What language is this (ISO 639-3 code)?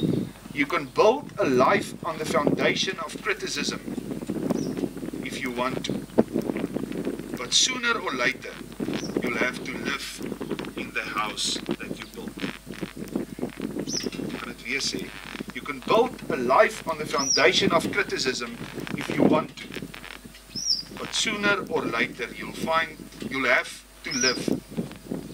afr